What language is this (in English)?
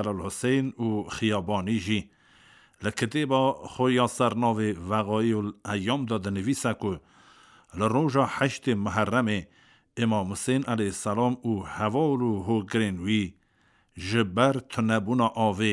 Kurdish